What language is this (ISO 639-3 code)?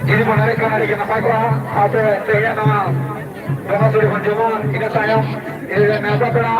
sat